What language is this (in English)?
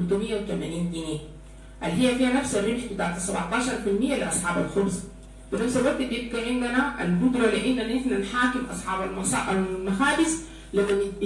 Sudanese Arabic